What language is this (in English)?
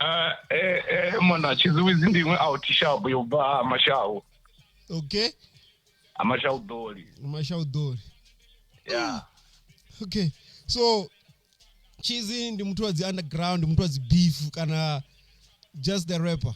Venda